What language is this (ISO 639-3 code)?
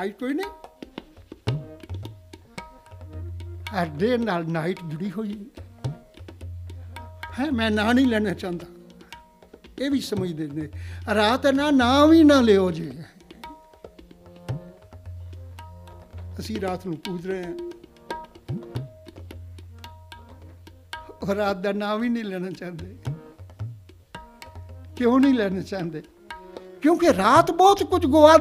pan